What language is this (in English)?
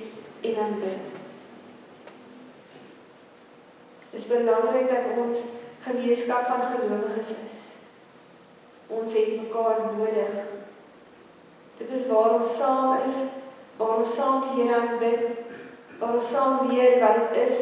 Afrikaans